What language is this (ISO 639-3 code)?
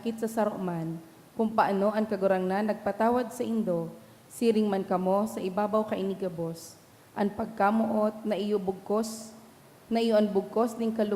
bik